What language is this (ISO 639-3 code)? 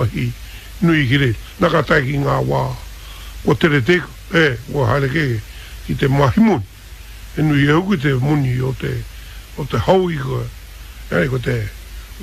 mri